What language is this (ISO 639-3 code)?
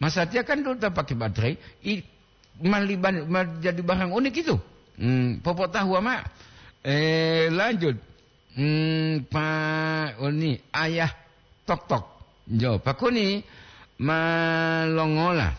gor